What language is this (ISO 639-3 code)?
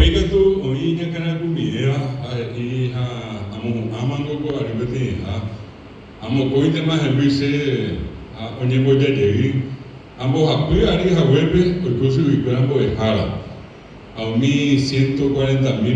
grn